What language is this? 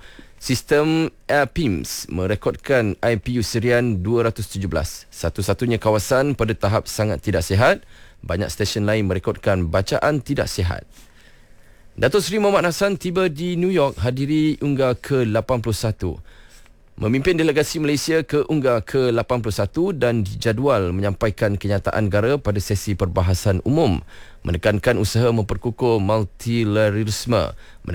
Malay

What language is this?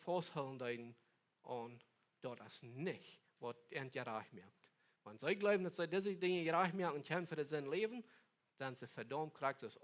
Plautdietsch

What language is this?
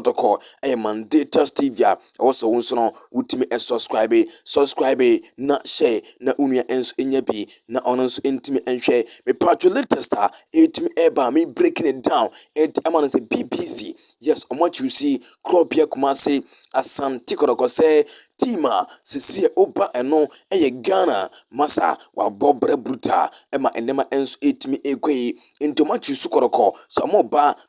Akan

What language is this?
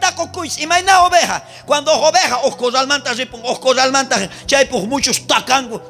South Bolivian Quechua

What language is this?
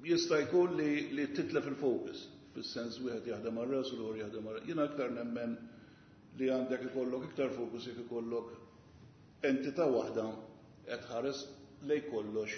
Maltese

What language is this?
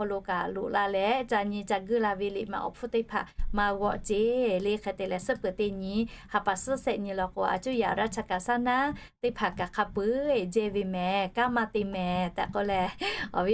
Lahu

